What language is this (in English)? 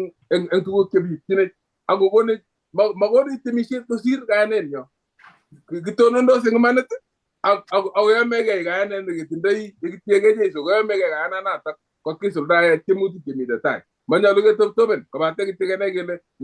Kalenjin